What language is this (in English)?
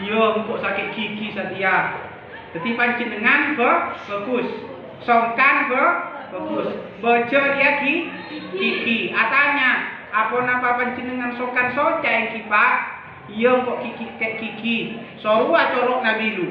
Madurese